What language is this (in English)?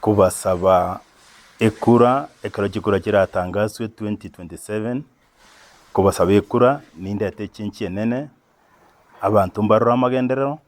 Gusii